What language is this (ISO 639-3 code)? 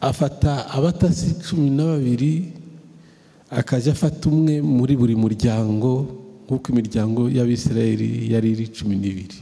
kin